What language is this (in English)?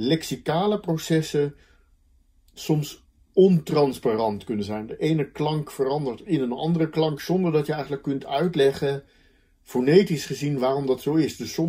Dutch